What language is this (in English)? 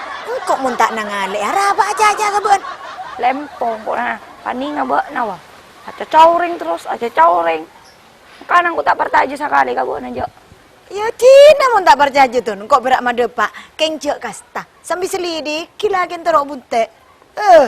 Madurese